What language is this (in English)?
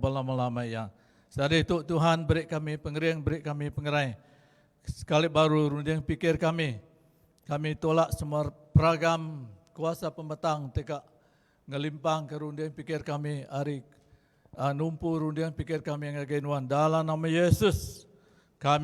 Iban